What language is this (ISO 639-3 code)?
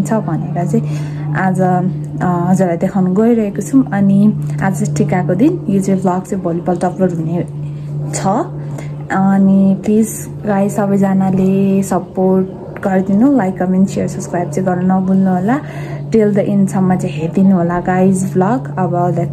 nep